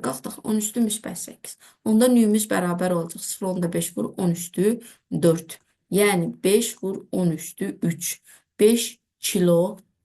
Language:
Azerbaijani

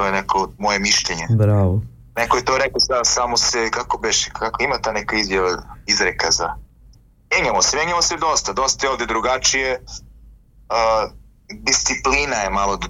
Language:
Serbian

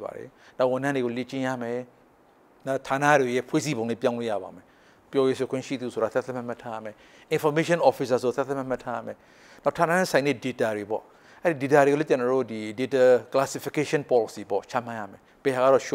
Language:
Burmese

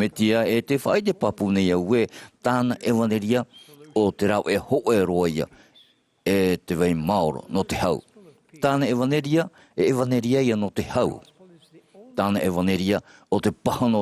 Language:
Tahitian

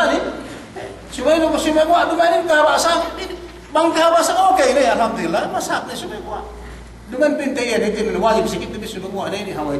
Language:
Yakan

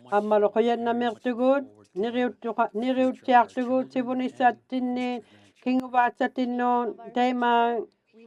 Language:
Inuktitut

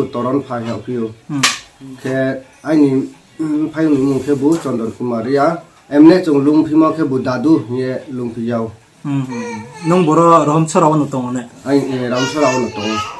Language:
Riang (India)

